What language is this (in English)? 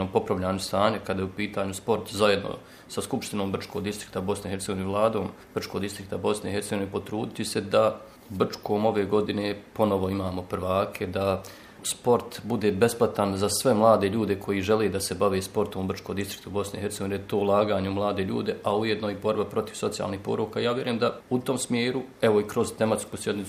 Bosnian